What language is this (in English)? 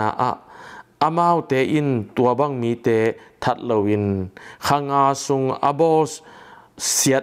Tedim Chin